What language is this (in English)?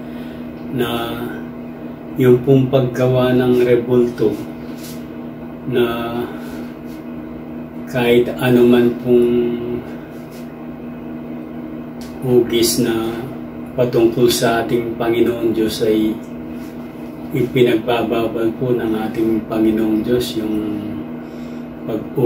Filipino